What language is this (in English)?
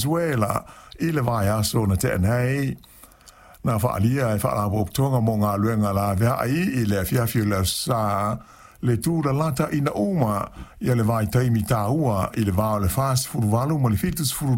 Samoan